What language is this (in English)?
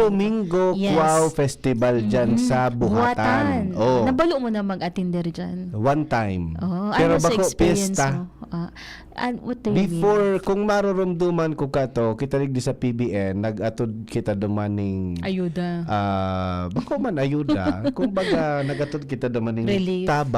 Bikol